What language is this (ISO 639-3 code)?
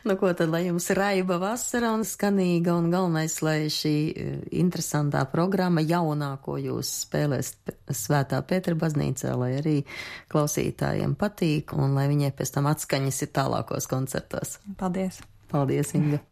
lav